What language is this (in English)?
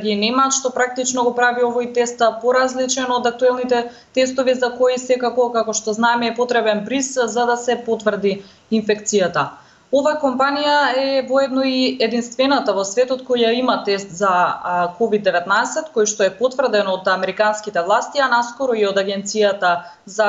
Macedonian